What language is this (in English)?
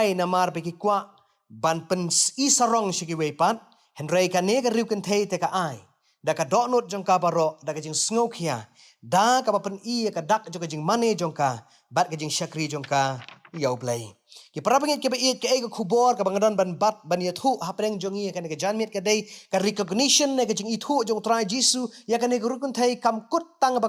Khasi